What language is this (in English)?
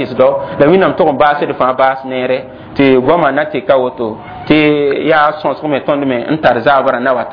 Mossi